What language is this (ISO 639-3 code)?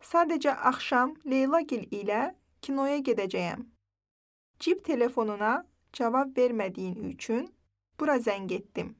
aze